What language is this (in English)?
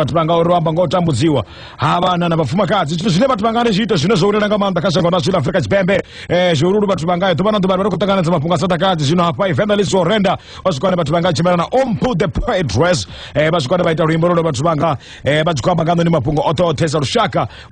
Venda